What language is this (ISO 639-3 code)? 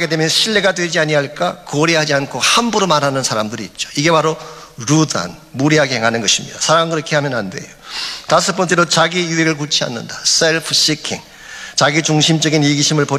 kor